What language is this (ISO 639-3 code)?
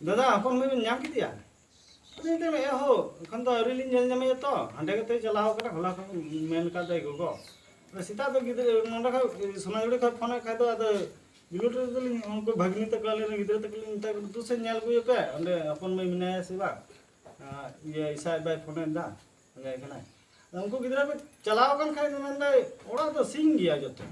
sat